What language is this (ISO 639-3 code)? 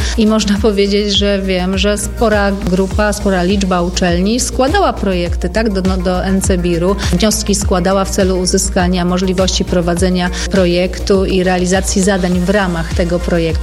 pol